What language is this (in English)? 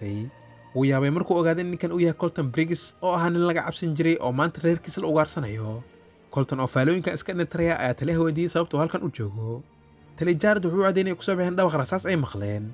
Somali